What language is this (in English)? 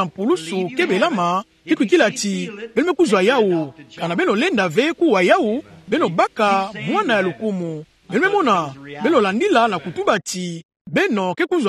Kituba (Democratic Republic of Congo)